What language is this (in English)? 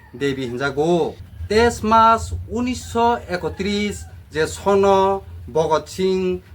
Kok Borok